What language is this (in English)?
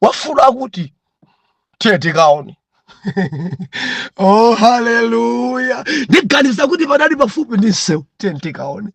Nyanja